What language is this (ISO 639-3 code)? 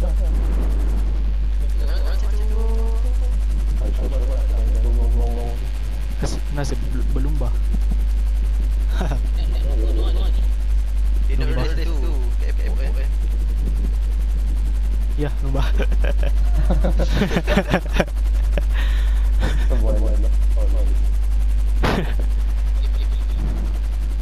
msa